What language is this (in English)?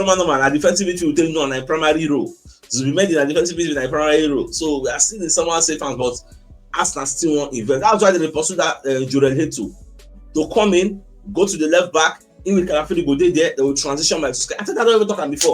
Nigerian Pidgin